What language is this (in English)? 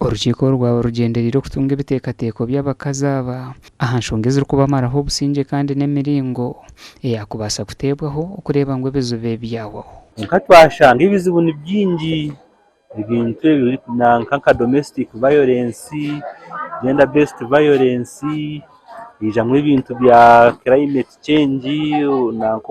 Nyankole